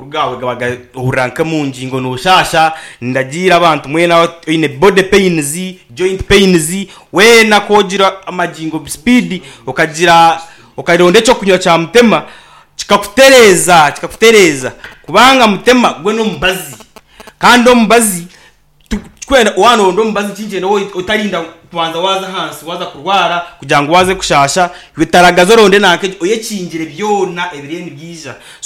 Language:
Nyankole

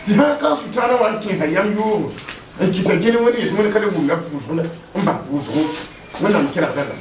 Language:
Mossi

